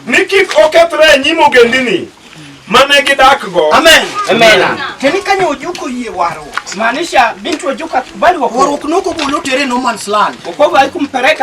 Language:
Luo (Kenya and Tanzania)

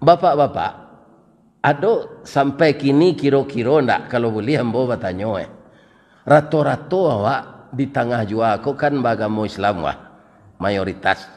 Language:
Minangkabau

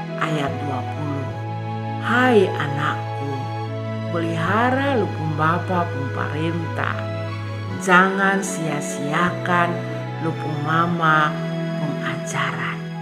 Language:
Kupang Malay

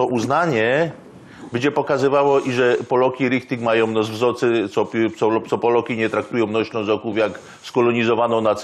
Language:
Silesian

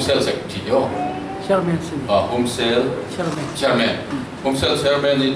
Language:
Falam Chin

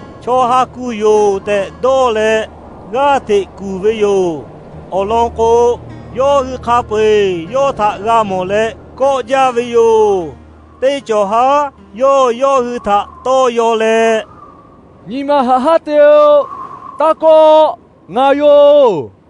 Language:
Lahu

